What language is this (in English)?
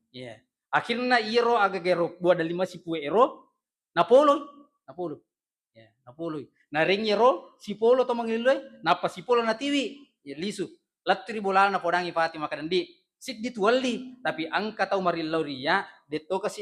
Buginese